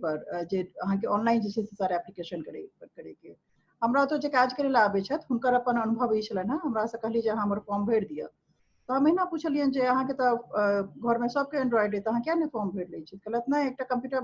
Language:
Maithili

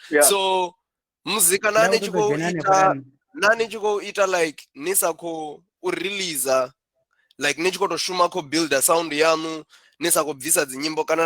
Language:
Venda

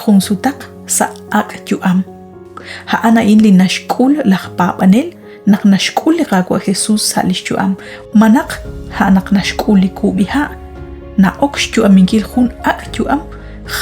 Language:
Kekchí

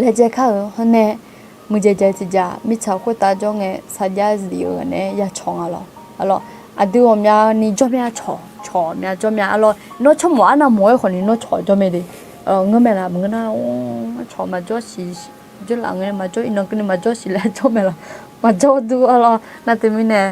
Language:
Akha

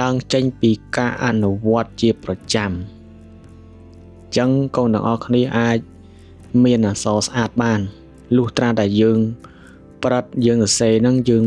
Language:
Khmer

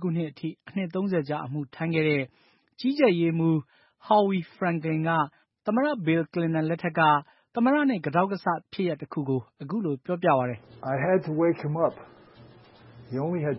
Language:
Burmese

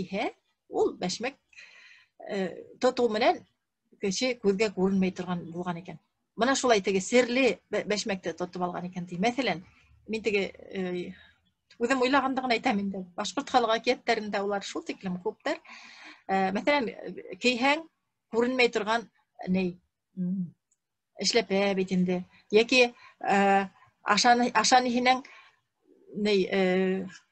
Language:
Bashkir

